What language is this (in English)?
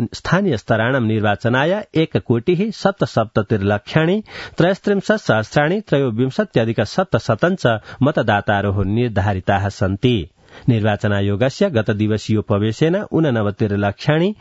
Sanskrit